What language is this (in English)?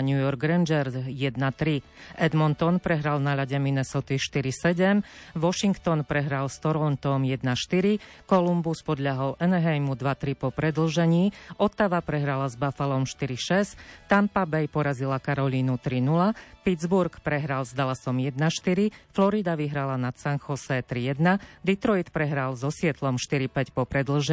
Slovak